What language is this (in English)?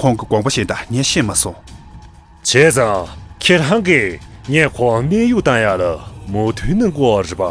Tibetan